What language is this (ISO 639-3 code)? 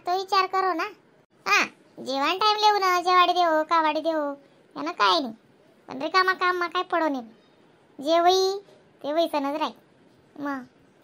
khn